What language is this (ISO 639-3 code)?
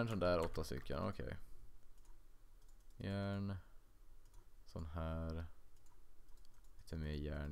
swe